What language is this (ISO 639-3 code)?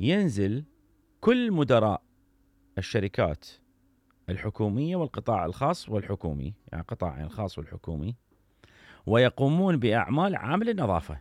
acm